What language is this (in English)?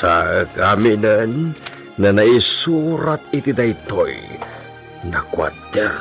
Iloko